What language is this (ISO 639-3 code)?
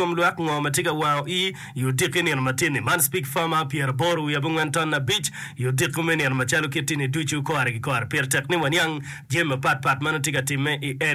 ach